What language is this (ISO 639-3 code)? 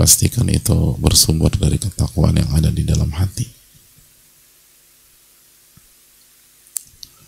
ind